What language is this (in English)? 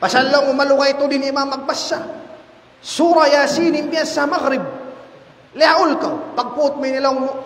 Tausug